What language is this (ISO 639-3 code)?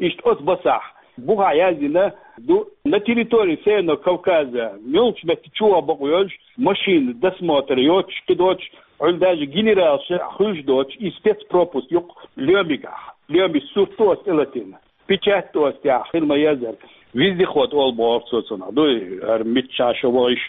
che